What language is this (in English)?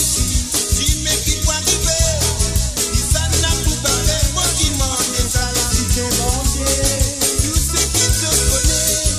Morisyen